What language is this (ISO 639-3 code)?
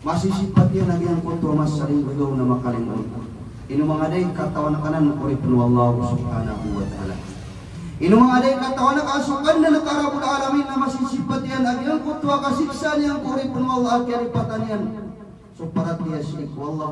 mrw